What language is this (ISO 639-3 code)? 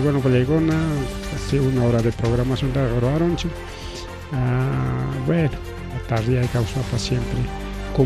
quy